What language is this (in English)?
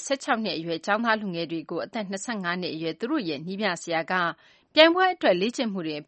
Burmese